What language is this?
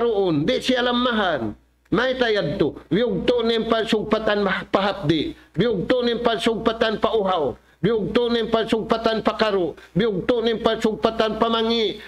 Tausug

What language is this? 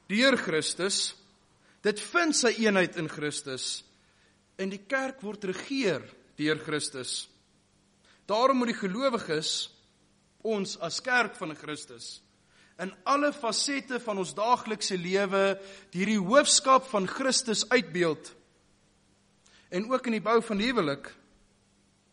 Afrikaans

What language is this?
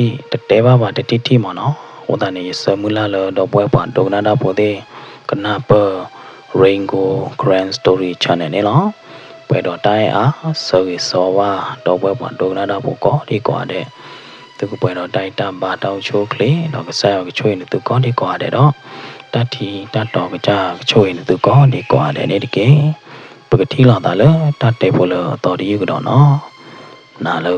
S'gaw Karen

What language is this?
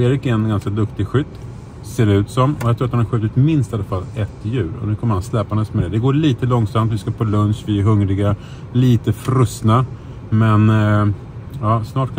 Swedish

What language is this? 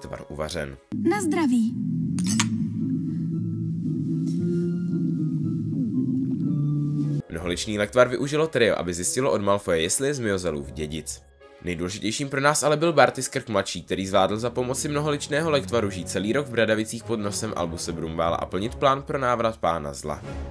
Czech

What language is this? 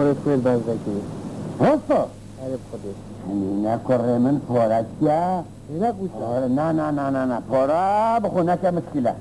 Kurdish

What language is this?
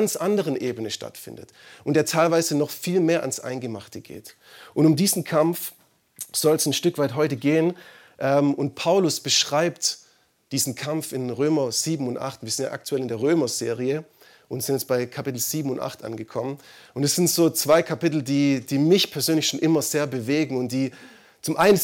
German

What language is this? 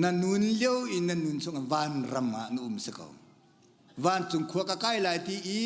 Hakha Chin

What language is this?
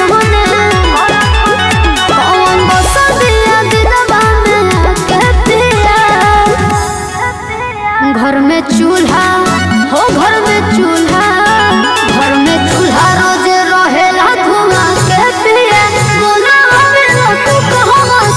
Bhojpuri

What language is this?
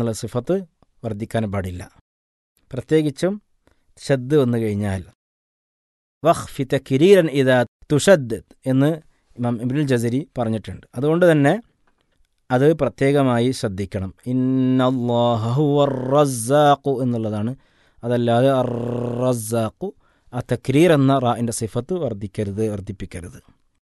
Malayalam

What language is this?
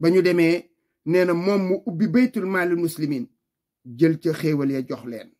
Wolof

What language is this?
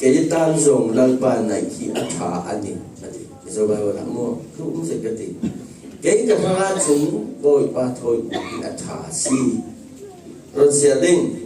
Falam Chin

